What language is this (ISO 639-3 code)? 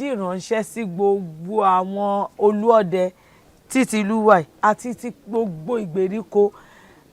yor